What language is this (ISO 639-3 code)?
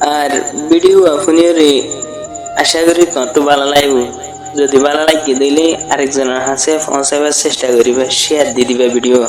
rhg